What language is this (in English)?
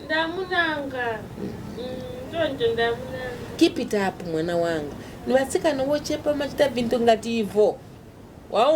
Nyanja